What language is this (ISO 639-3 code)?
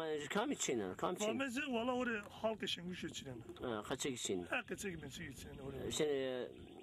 zza